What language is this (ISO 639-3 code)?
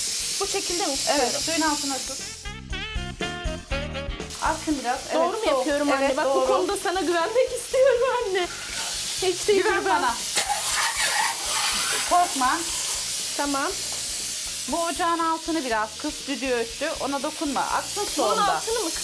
tur